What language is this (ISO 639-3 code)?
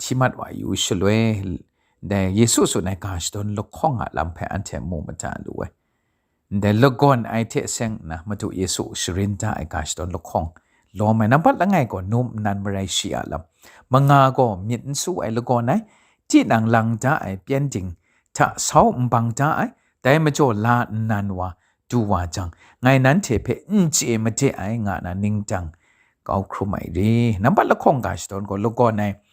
kac